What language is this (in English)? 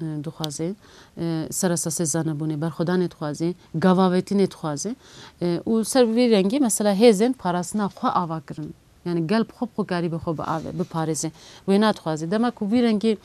Kurdish